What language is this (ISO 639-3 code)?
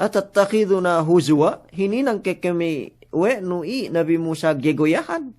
yka